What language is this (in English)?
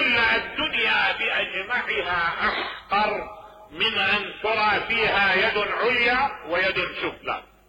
Mesopotamian Arabic